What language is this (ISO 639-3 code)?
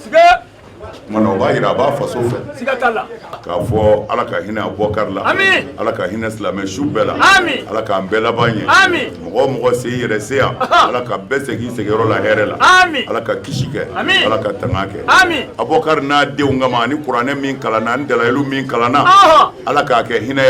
bam